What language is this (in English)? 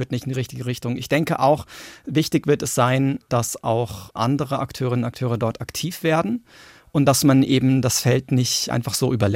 German